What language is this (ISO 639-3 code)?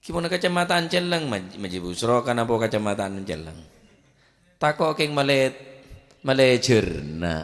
mad